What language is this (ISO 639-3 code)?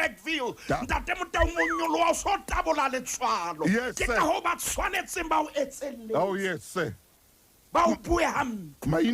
sot